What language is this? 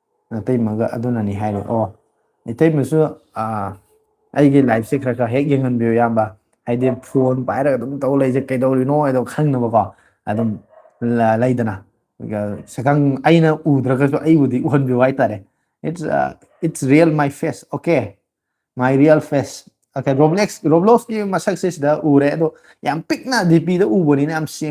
Manipuri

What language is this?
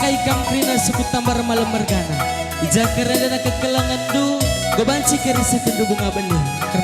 Batak Karo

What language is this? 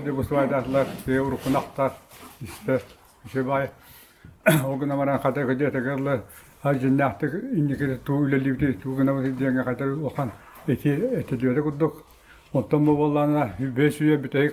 Yakut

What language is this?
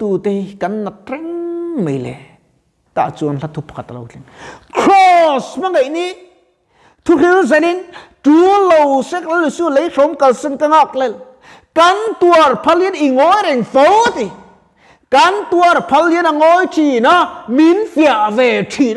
Mizo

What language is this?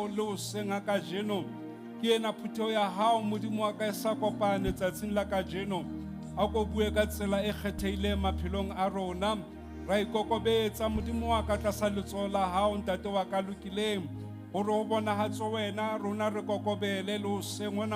Southern Sotho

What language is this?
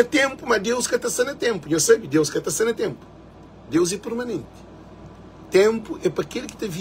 Kabuverdianu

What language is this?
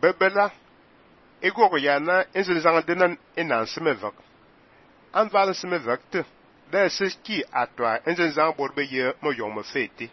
Fang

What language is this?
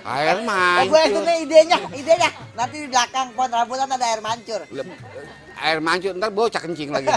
Betawi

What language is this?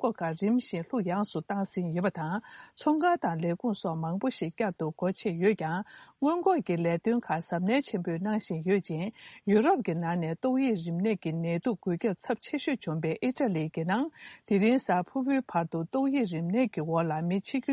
Tibetan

